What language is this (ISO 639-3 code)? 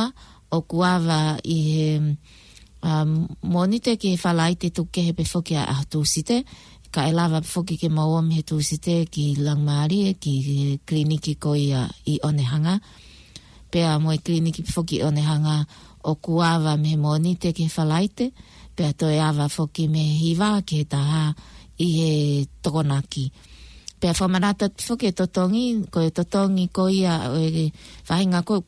ton